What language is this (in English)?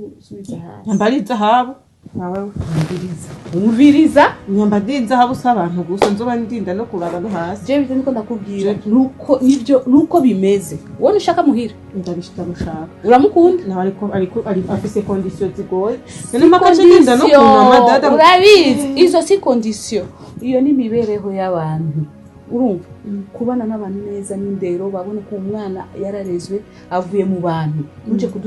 Rundi